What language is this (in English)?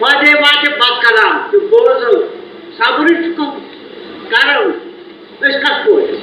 Kashmiri